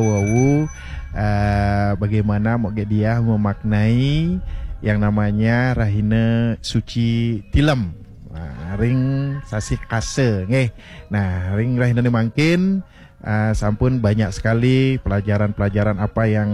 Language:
Balinese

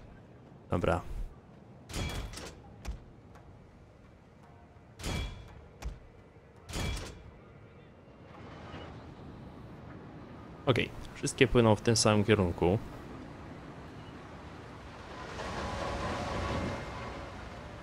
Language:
Polish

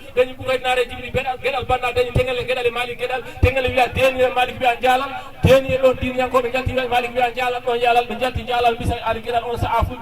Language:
Fula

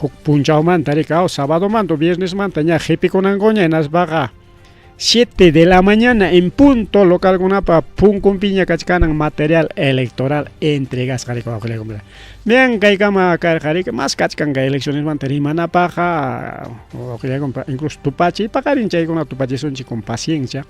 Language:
Ayacucho Quechua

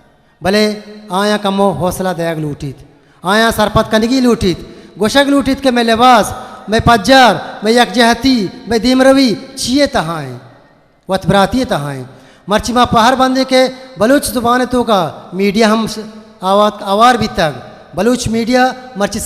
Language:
Eastern Balochi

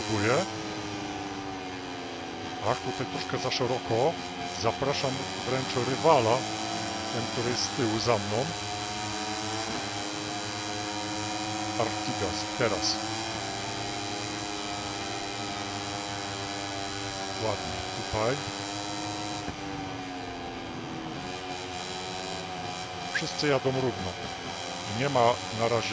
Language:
Polish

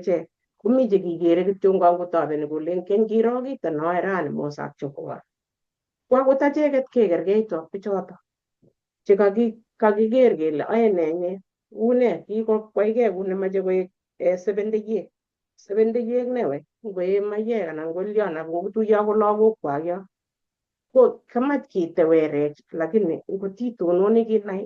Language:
Kalenjin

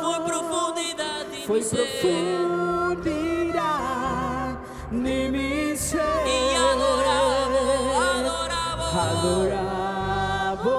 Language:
Papiamento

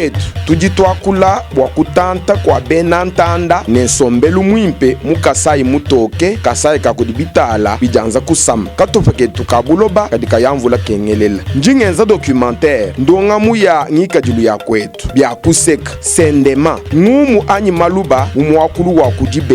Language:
Luba-Lulua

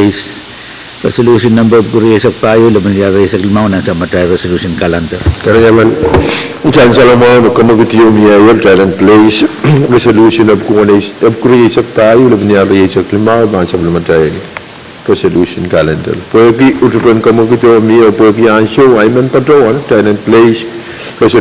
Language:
Pohnpeian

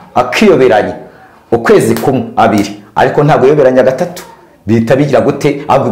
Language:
Kinyarwanda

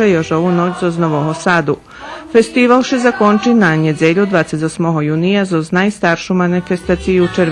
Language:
Rusyn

